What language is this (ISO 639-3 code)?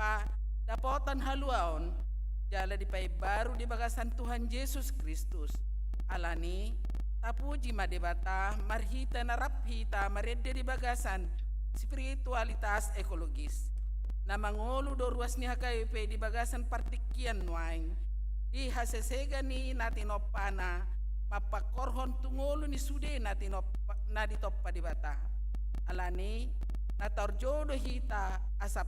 bbc